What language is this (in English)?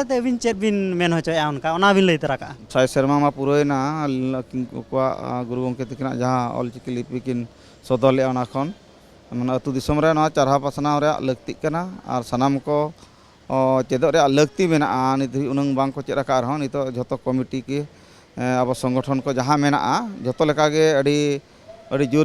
Santali